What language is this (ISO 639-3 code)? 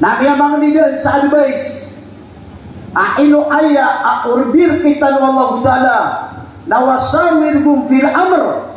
mrw